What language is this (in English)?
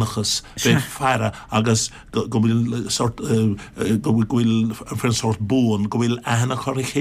Irish